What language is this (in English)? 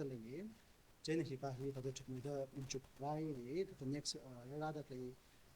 Tangkhul Naga (India)